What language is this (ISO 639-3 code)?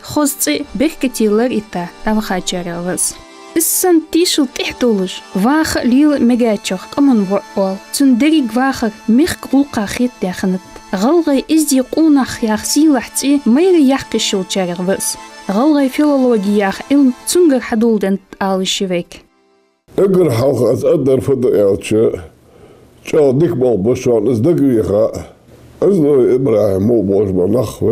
inh